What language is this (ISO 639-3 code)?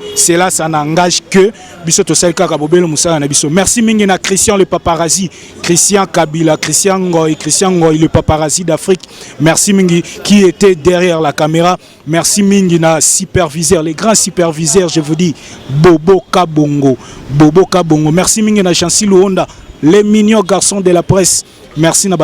lin